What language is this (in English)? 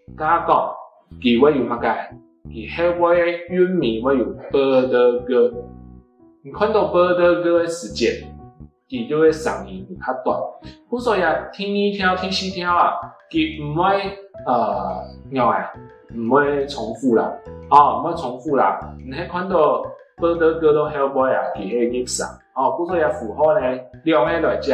Hakka Chinese